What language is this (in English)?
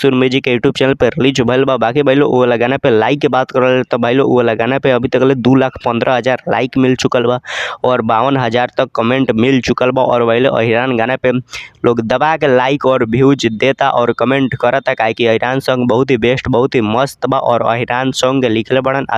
Bhojpuri